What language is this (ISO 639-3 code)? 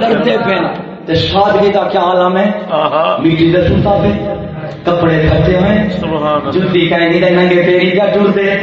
skr